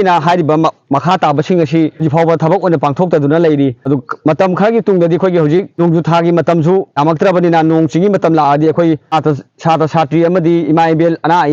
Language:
Manipuri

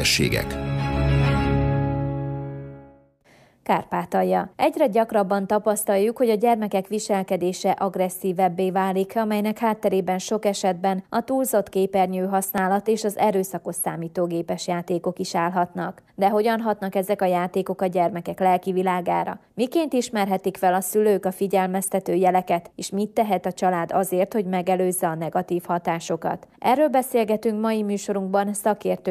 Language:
Hungarian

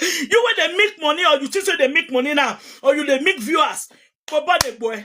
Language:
Nigerian Pidgin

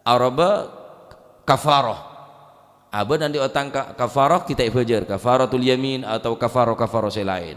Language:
Madurese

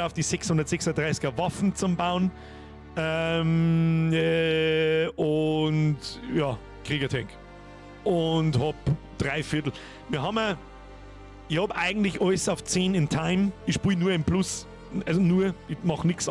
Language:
Bavarian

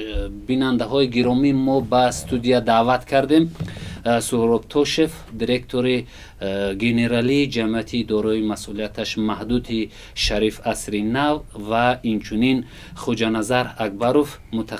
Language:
Tajik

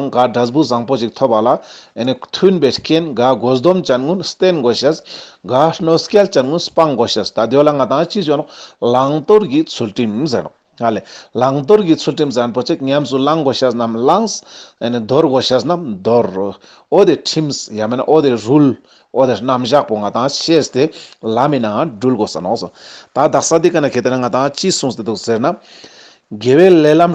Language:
Ladakhi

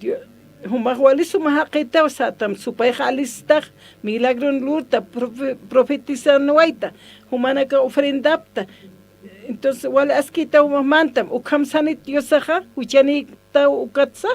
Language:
Aymara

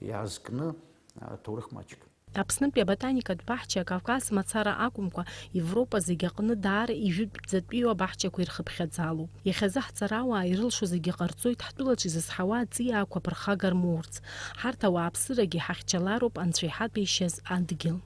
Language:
Abkhazian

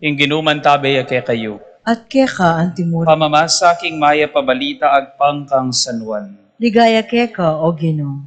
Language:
Pampanga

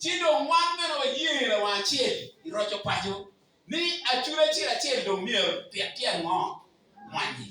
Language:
Acoli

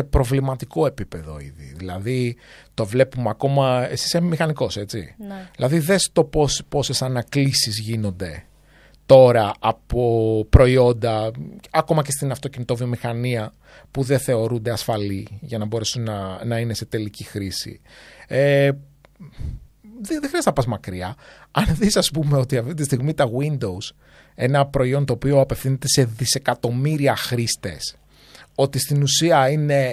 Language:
Greek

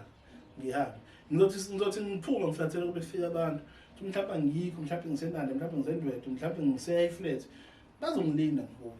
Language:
Zulu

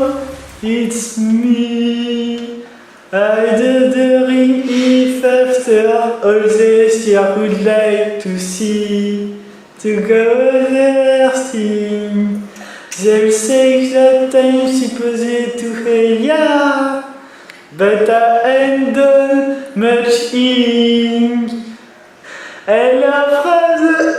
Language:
Breton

